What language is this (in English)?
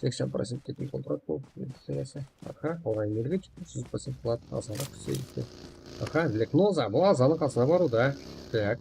Kara-Kalpak